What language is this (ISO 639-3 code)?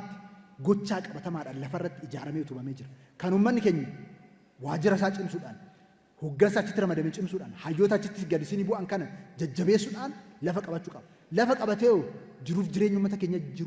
orm